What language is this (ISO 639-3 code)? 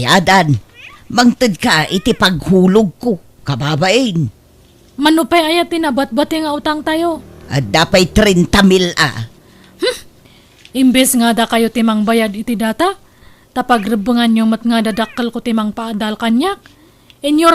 ilo